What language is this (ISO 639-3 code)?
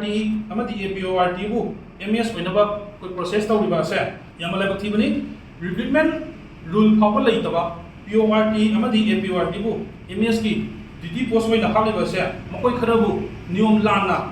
mni